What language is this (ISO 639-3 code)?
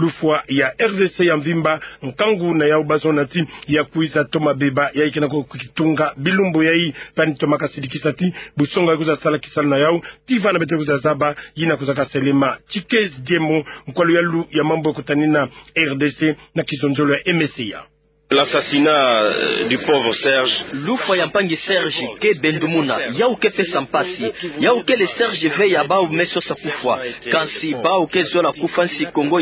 ktu